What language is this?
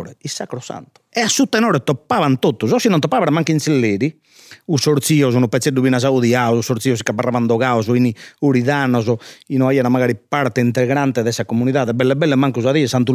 Sardinian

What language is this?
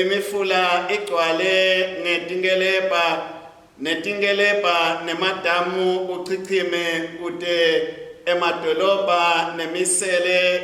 Swati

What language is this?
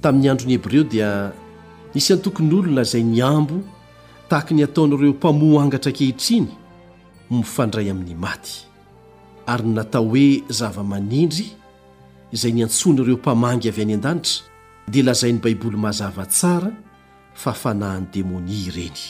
Malagasy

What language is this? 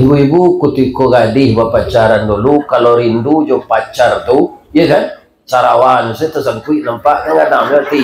Minangkabau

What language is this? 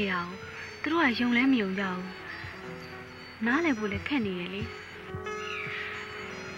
Burmese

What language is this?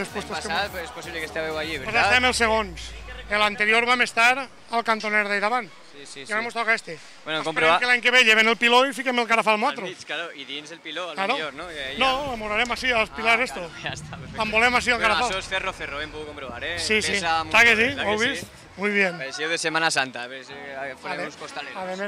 Catalan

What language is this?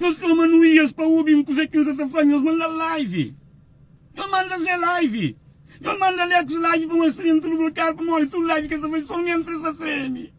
Kabuverdianu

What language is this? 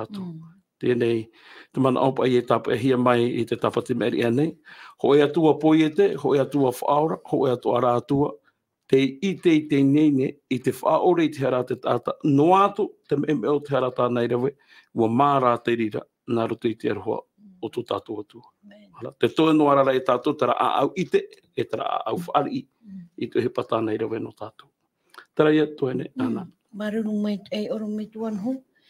Tahitian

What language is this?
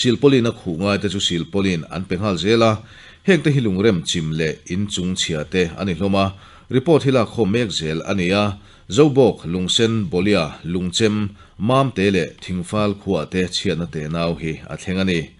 Mizo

